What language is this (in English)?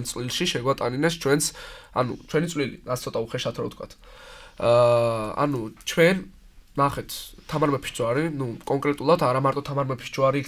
Georgian